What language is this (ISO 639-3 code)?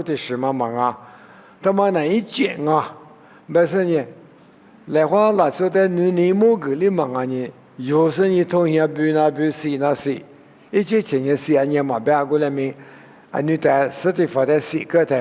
lis